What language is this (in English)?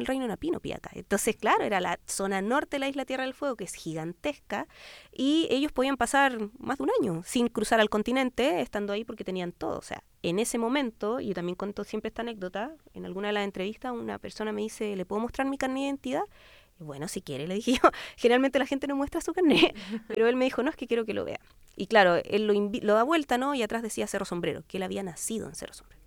Spanish